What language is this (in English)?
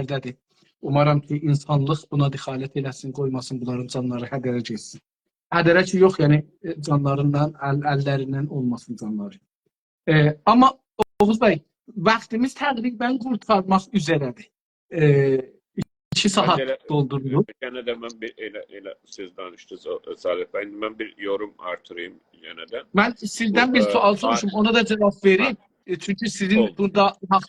South Azerbaijani